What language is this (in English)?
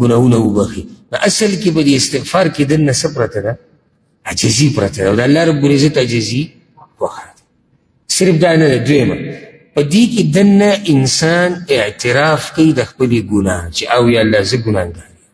Pashto